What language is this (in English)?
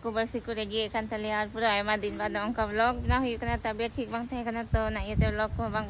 Santali